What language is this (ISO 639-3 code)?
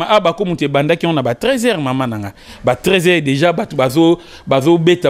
lin